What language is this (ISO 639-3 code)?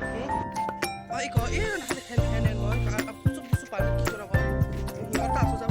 trp